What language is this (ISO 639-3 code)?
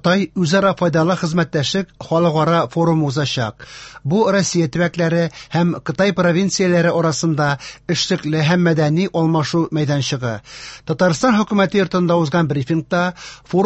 tat